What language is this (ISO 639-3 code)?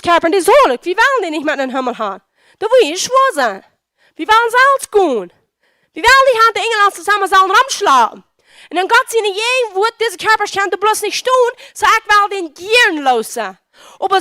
pdt